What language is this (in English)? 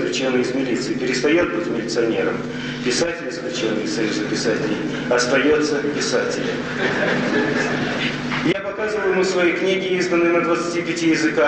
Russian